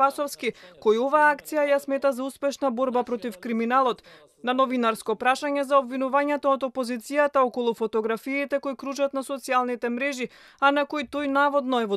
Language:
Macedonian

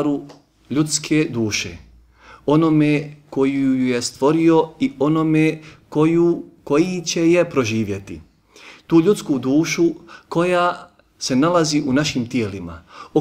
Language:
Bosnian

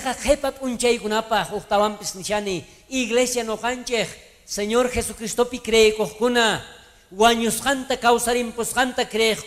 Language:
South Bolivian Quechua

